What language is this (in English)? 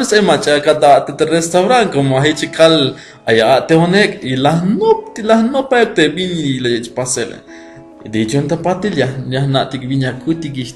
Tzeltal